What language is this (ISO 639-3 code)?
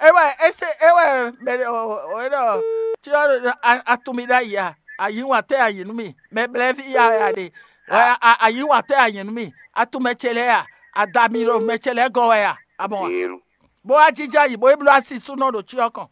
fon